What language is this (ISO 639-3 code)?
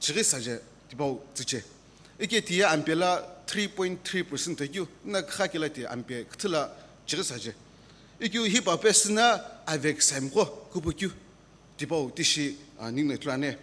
nsm